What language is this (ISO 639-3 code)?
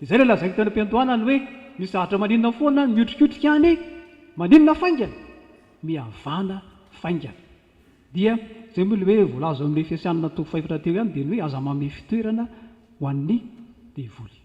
mlg